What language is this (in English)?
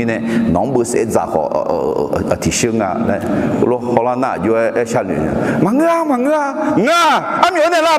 Akha